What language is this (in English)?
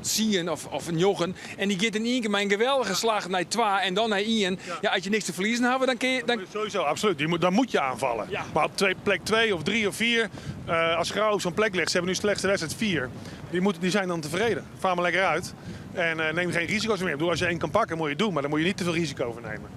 Western Frisian